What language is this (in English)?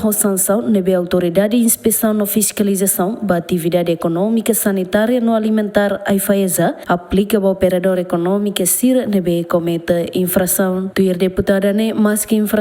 Tetum